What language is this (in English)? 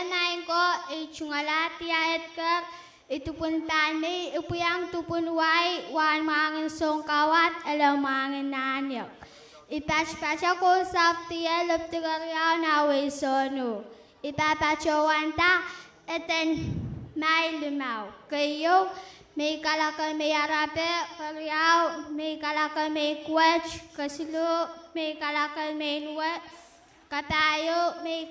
Pohnpeian